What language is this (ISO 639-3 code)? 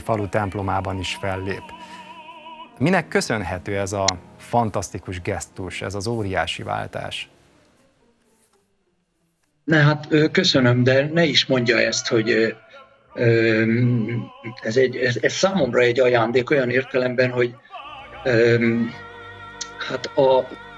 hun